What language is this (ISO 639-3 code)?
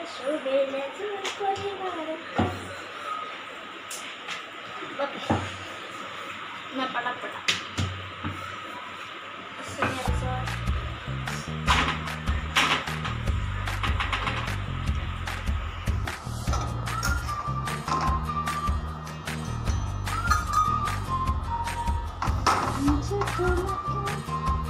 mar